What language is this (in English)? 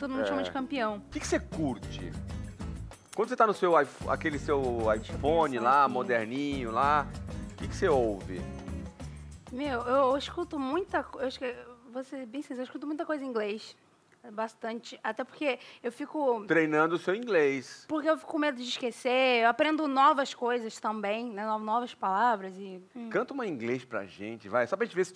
Portuguese